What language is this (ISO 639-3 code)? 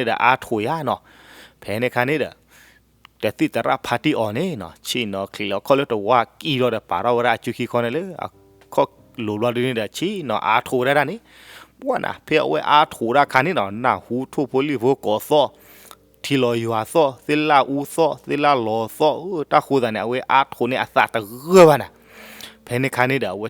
ksw